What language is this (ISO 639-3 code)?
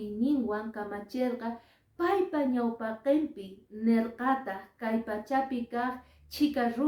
que